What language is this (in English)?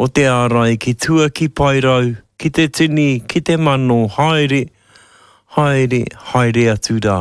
Māori